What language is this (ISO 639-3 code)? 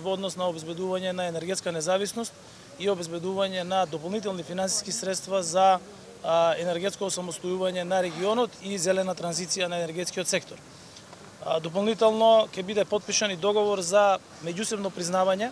mkd